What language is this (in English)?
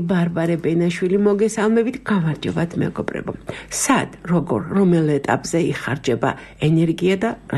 Georgian